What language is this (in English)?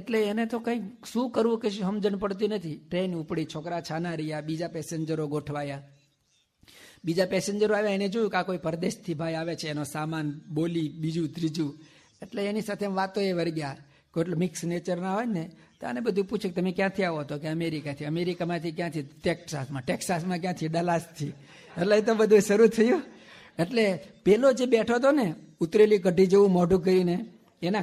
Gujarati